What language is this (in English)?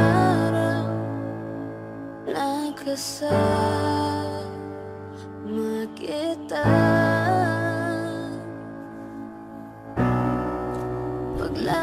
Filipino